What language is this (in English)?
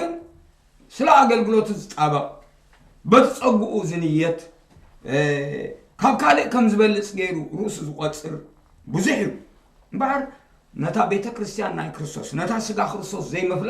Tigrinya